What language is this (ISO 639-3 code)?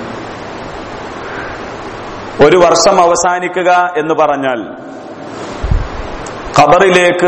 mal